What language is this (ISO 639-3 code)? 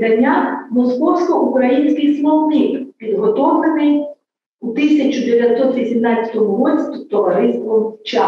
ukr